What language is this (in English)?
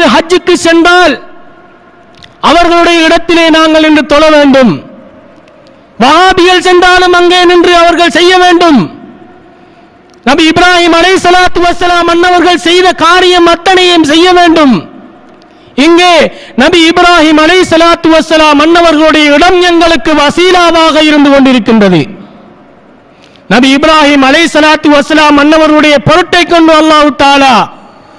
Tamil